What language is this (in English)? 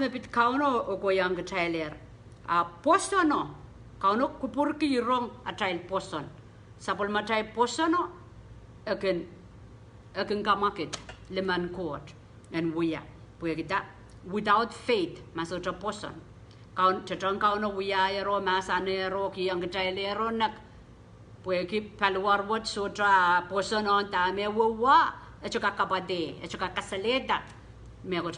Pohnpeian